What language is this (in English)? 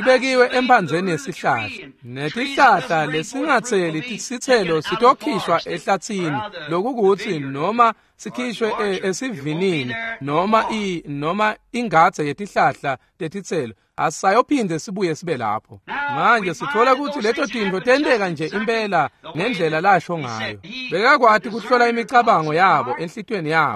Swati